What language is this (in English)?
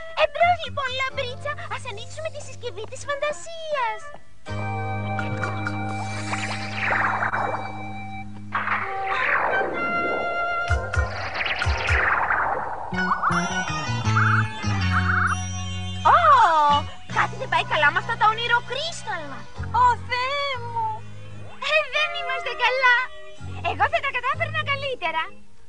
Greek